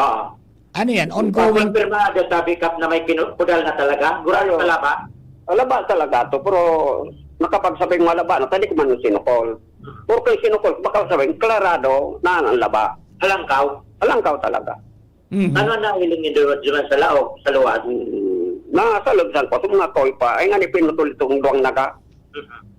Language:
Bikol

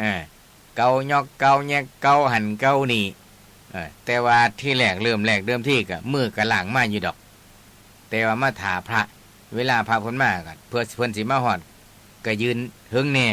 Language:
Northeastern Thai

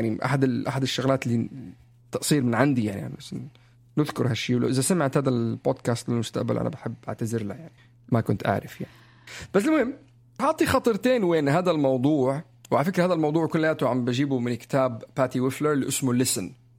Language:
North Levantine Arabic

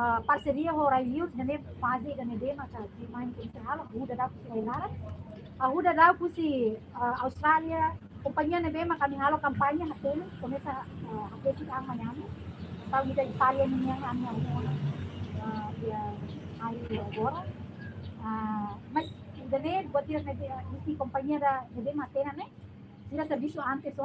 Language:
Tetum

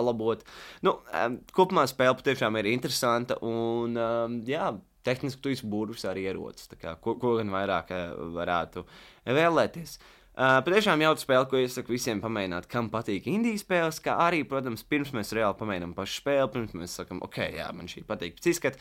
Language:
Latvian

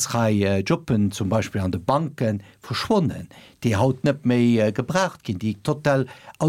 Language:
Luxembourgish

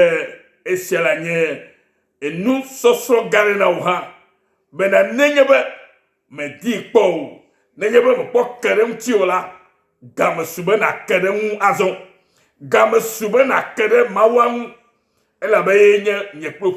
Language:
Ewe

